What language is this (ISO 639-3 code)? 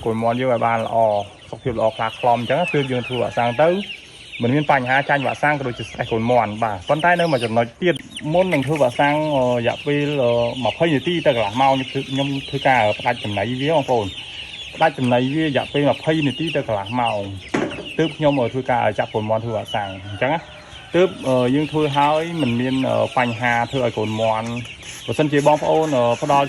khm